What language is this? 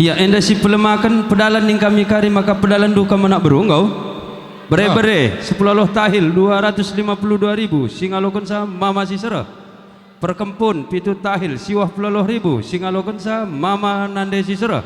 Batak Karo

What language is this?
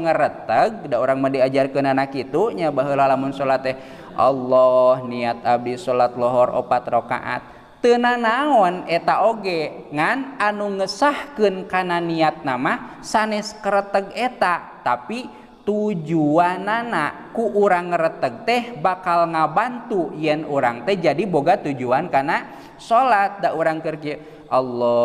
Sundanese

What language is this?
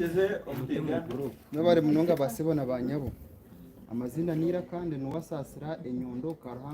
Nyankole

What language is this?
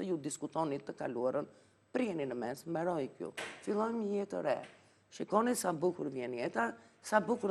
Albanian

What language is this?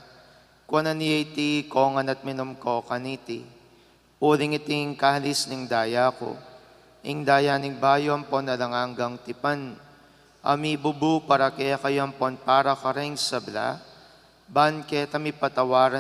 Pampanga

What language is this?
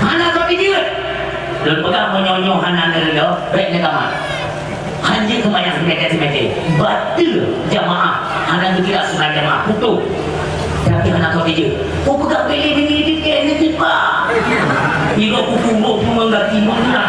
Achinese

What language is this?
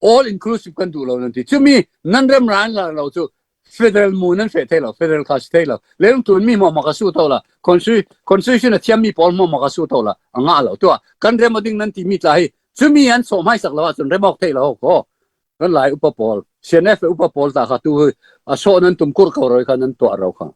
Falam Chin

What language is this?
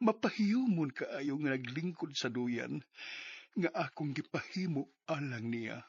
Cebuano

